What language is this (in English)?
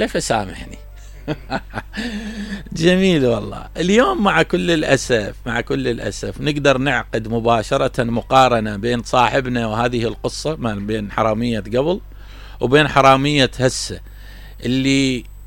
Mesopotamian Arabic